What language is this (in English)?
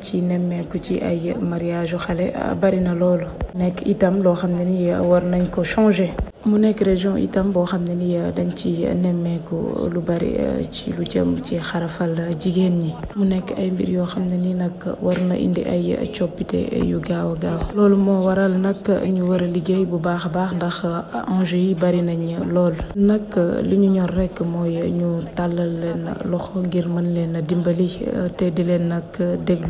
Wolof